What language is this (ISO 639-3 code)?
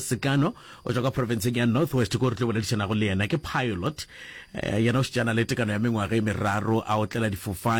nso